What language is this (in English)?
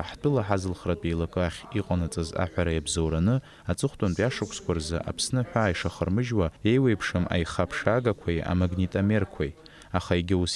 Abkhazian